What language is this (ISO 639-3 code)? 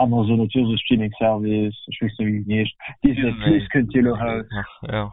ltz